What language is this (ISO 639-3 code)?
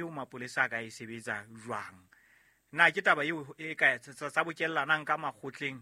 sot